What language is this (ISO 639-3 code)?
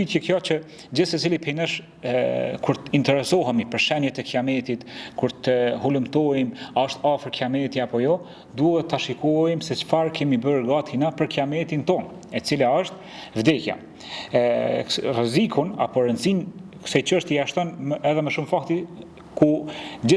sqi